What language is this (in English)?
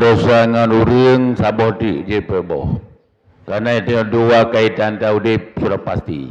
Achinese